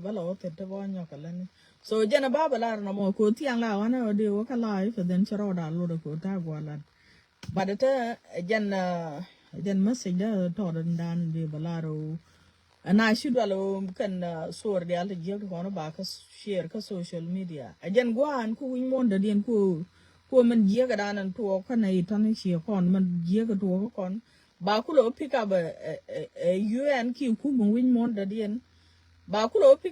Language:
Nuer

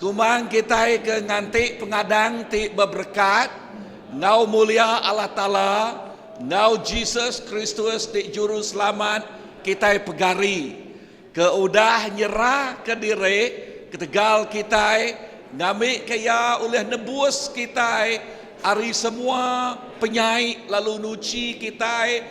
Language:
Iban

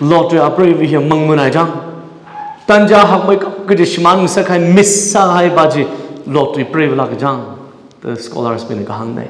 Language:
Tangkhul Naga (India)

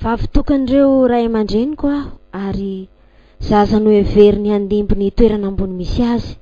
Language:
Malagasy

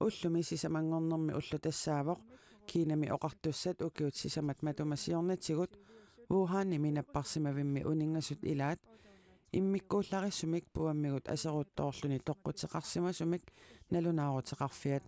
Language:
Kalaallisut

